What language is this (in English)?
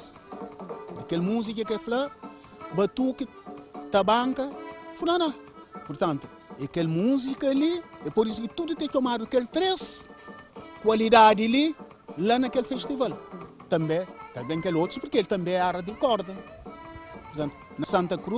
Kabuverdianu